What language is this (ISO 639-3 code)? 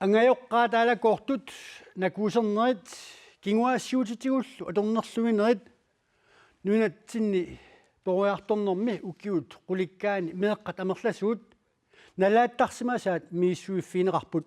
kal